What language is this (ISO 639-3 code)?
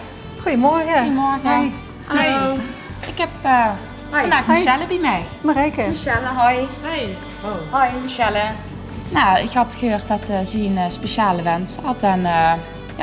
lim